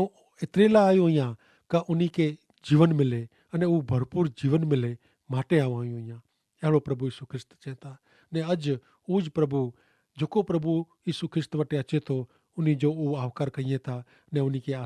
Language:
Kachhi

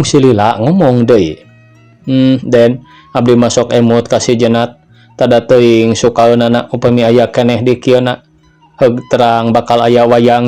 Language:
Sundanese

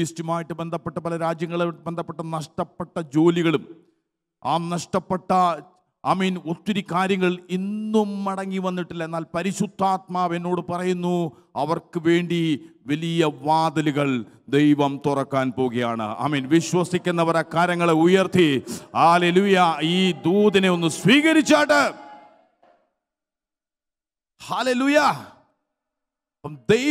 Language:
Malayalam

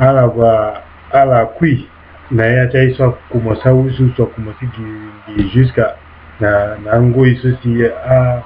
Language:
Sango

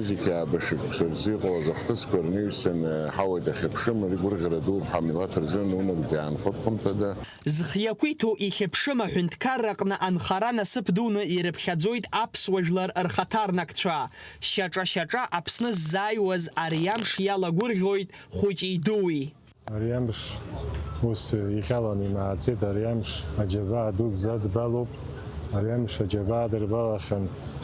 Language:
Abkhazian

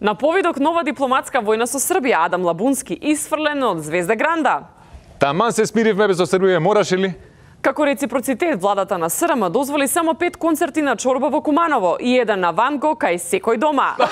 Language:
Macedonian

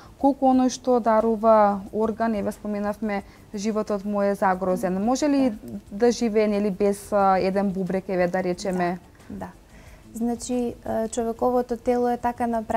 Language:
Macedonian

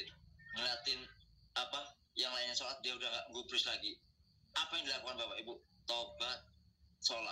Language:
Indonesian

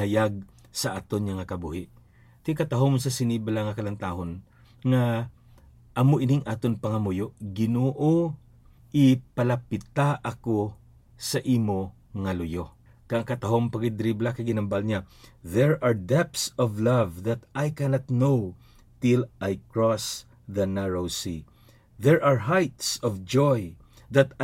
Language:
Hiligaynon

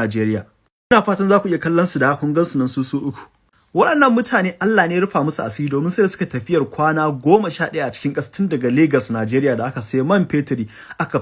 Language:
Hausa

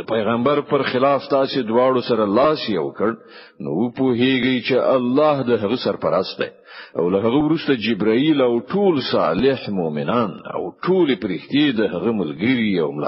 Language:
Pashto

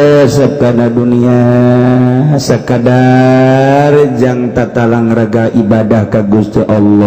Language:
Sundanese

